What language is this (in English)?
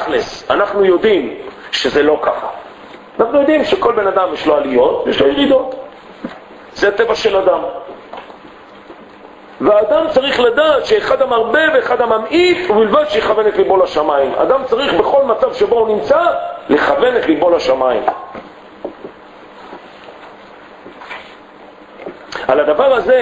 Hebrew